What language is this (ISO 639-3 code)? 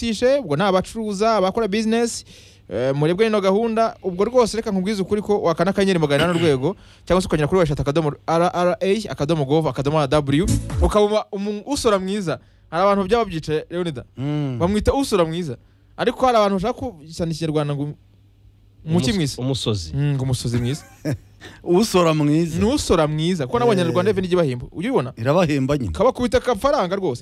kin